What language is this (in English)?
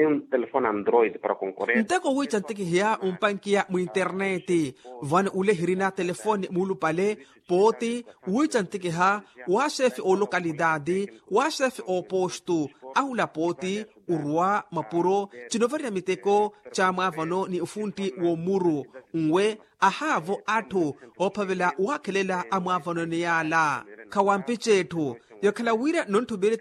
Makhuwa